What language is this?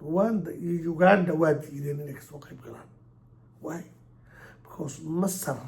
Somali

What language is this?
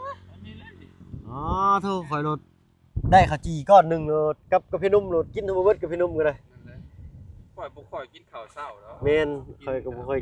Lao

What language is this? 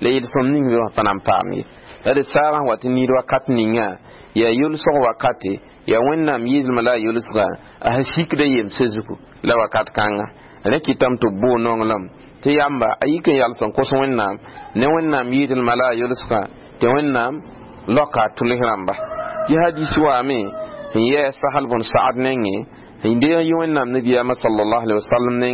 Mossi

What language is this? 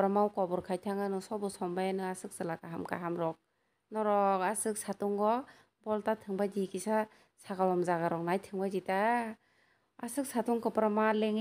Kok Borok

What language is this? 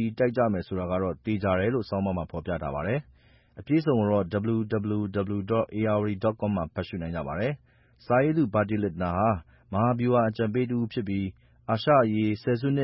Burmese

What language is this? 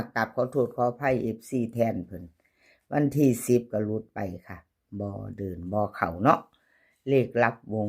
Lao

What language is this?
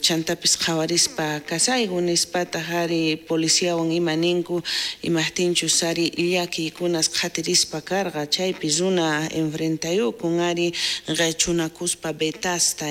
South Bolivian Quechua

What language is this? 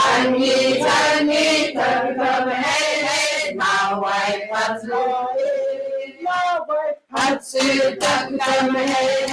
Māori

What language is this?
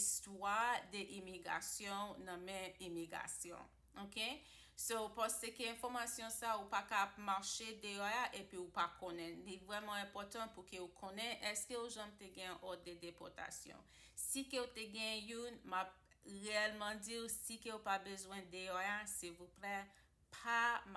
Haitian Creole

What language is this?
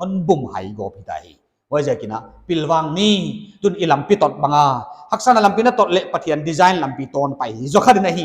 Paite Chin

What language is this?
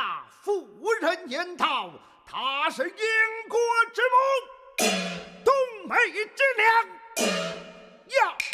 Chinese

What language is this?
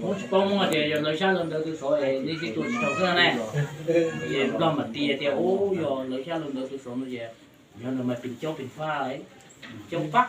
Hmong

